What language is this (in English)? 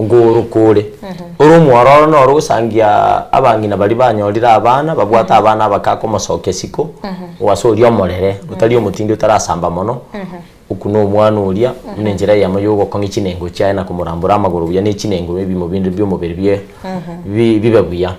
Gusii